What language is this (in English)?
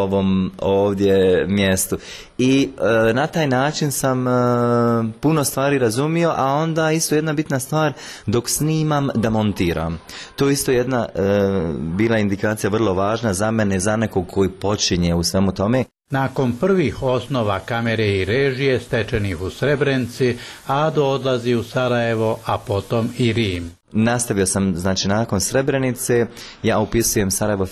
Bosnian